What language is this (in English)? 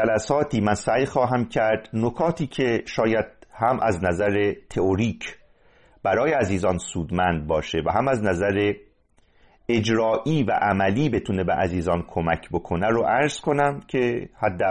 Persian